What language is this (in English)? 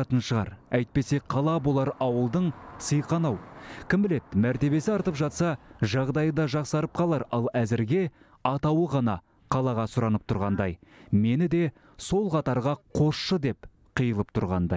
Kazakh